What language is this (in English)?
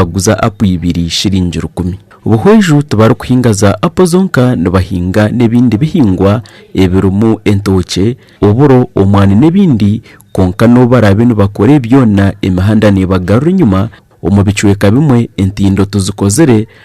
Nyankole